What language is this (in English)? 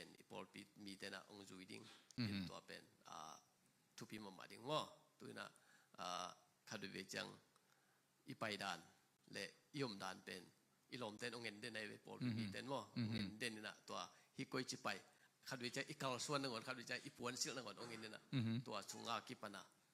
Tedim Chin